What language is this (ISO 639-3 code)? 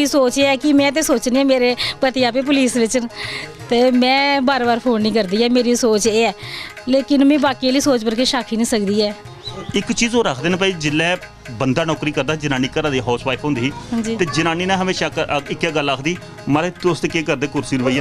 doi